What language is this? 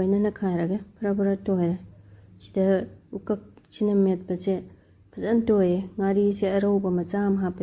Manipuri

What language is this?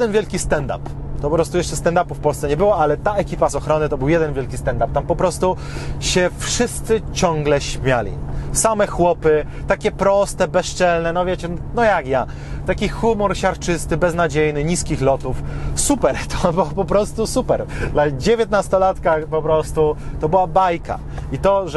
Polish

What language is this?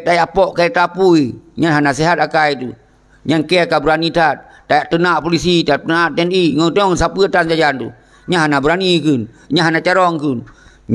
Achinese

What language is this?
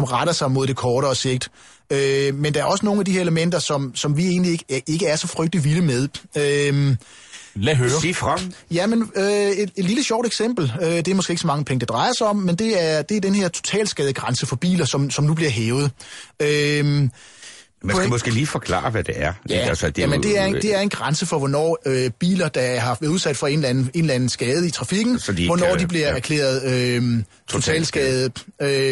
Danish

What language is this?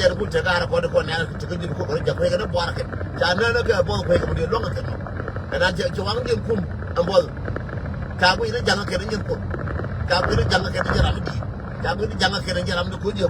Nuer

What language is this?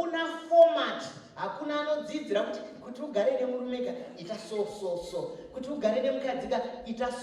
Shona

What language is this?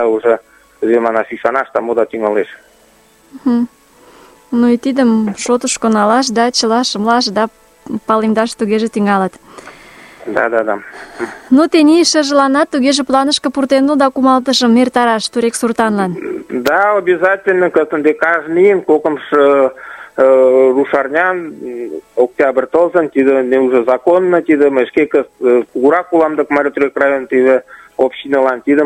Mari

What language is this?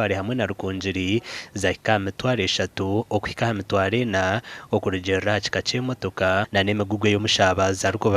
Nyankole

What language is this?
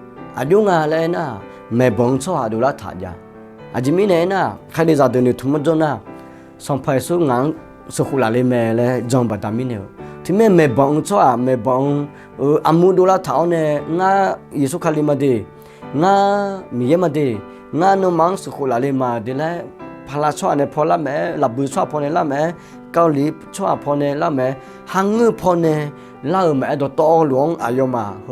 Akha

